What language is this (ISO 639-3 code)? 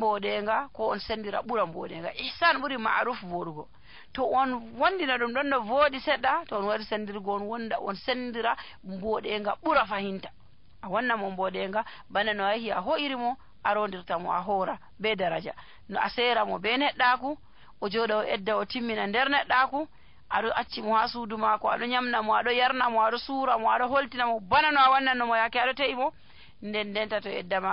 fuv